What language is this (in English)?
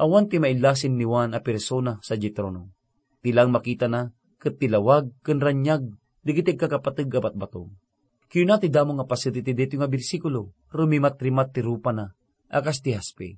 Iloko